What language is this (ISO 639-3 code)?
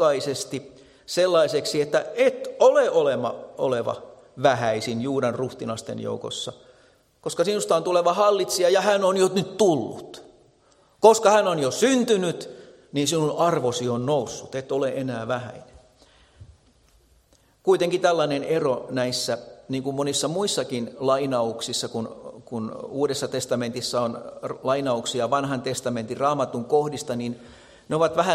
fin